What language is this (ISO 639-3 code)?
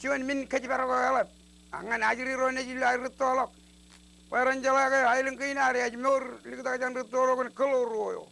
mah